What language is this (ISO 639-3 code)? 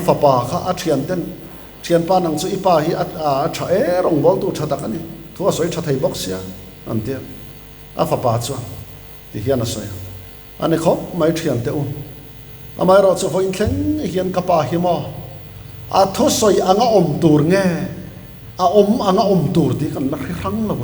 lus